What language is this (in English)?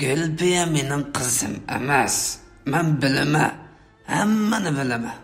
Uyghur